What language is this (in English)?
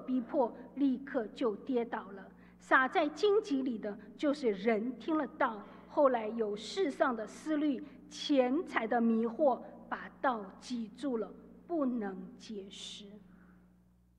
Chinese